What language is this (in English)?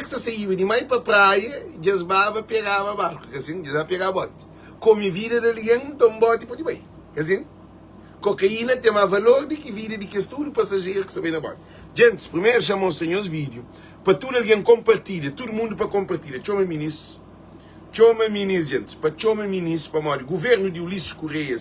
Kabuverdianu